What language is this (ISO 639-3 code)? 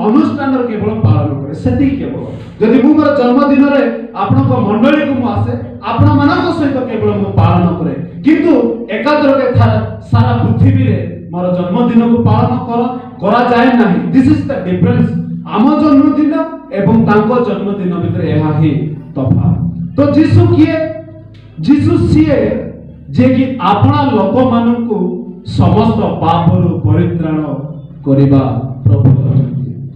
ori